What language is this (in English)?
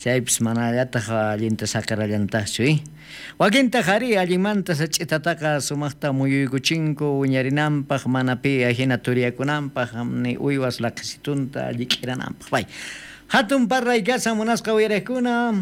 South Bolivian Quechua